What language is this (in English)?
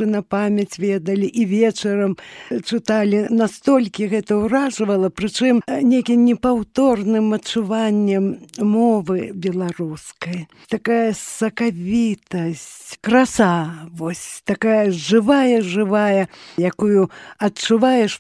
Belarusian